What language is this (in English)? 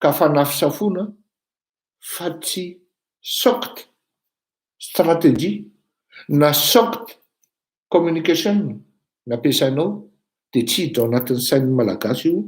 Malagasy